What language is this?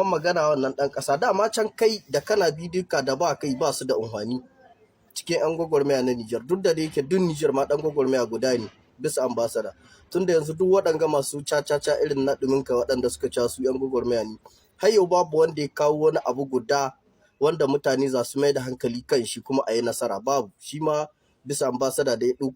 Hausa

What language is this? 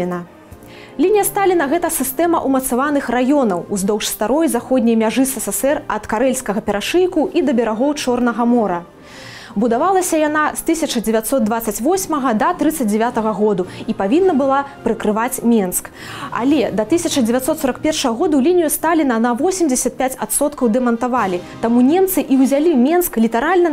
Belarusian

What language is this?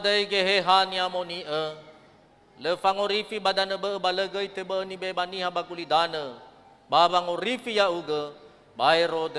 Nias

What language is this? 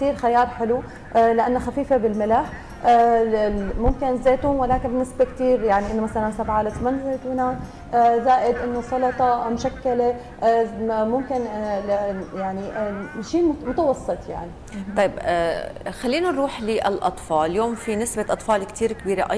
North Levantine Arabic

